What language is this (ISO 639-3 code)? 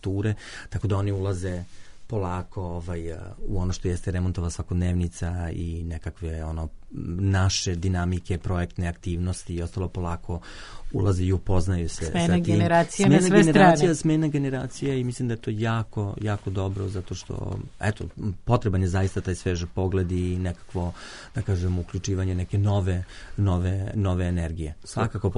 srp